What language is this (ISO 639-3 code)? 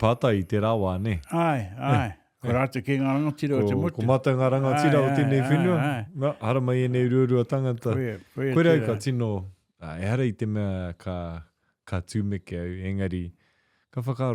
mri